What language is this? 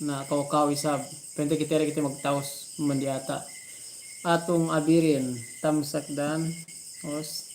Yakan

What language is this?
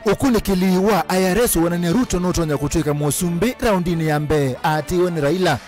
Kamba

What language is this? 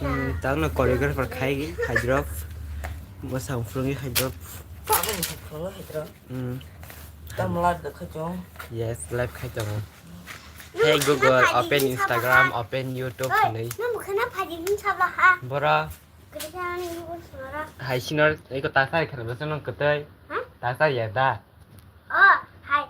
Kok Borok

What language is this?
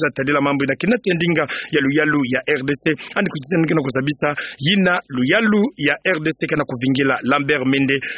Kituba (Democratic Republic of Congo)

